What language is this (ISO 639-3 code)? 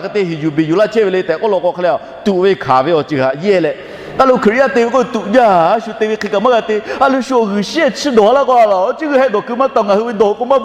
lhu